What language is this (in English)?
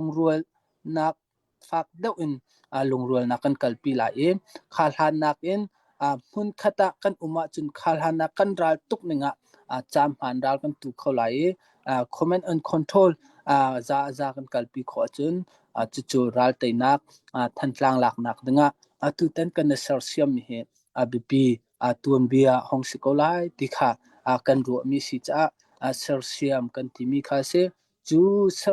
Hakha Chin